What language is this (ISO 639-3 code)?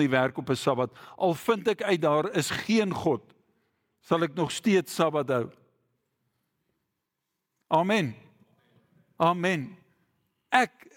afr